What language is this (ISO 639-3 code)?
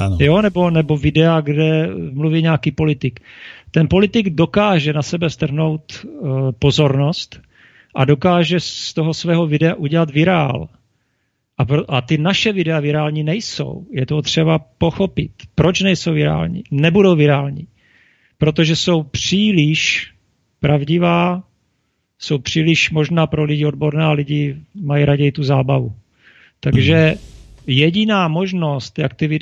ces